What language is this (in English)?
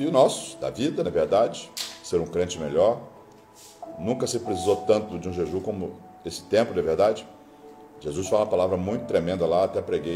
Portuguese